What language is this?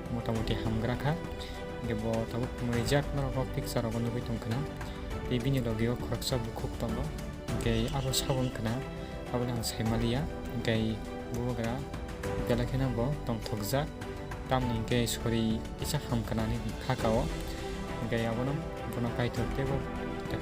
Kok Borok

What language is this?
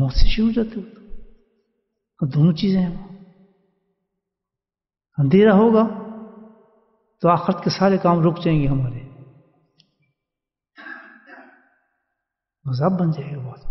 Urdu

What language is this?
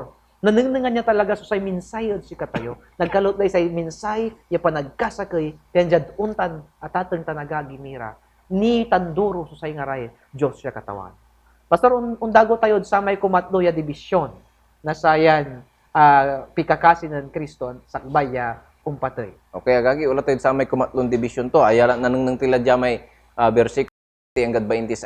Pangasinan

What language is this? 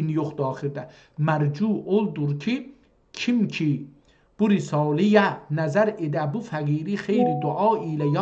South Azerbaijani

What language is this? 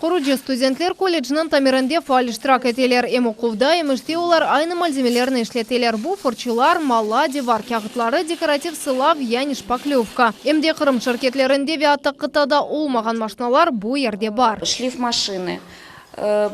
Crimean Tatar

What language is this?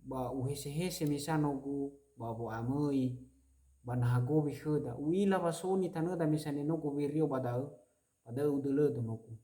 Nias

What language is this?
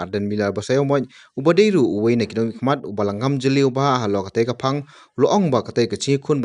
Khasi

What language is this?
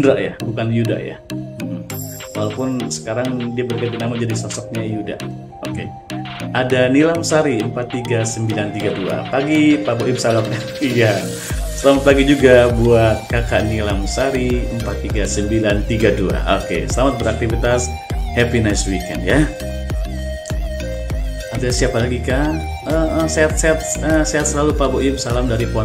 Indonesian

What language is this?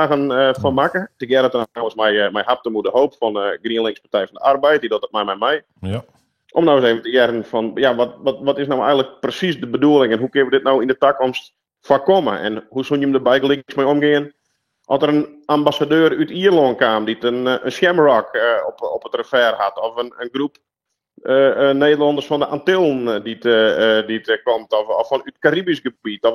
Western Frisian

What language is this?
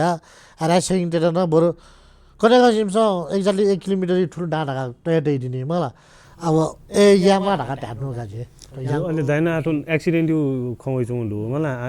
Newari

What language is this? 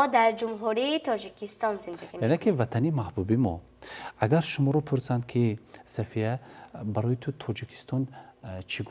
Tajik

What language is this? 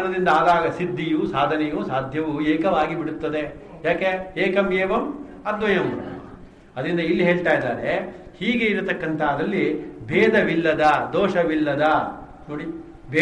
Kannada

